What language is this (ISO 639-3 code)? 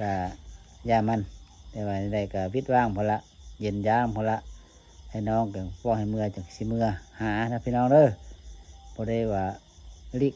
lao